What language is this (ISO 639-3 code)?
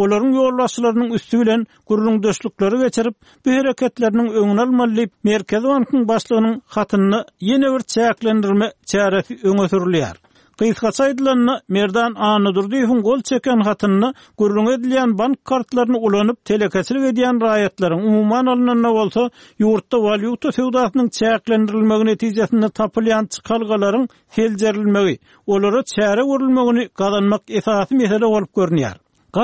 tuk